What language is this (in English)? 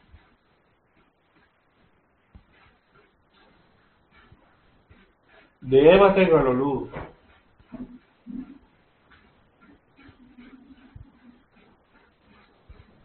Kannada